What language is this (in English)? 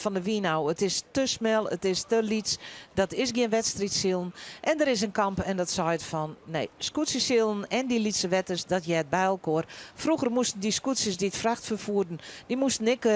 Western Frisian